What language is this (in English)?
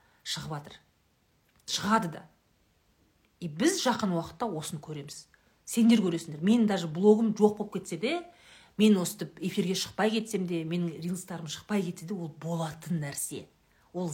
Kazakh